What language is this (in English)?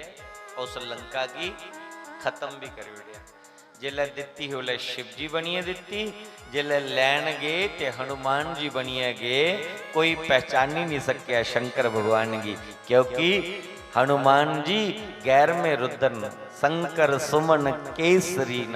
Dogri